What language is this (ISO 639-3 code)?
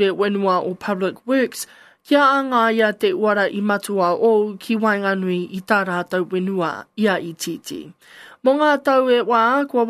mri